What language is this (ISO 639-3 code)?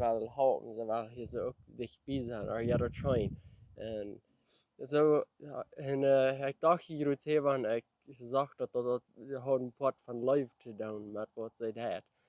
pdt